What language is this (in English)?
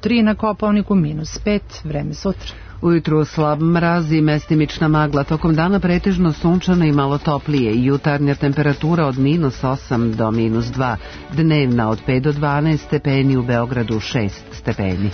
Serbian